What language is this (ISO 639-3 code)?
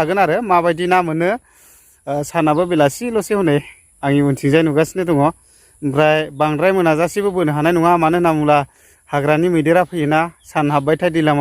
brx